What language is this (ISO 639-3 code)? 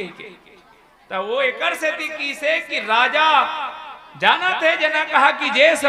hne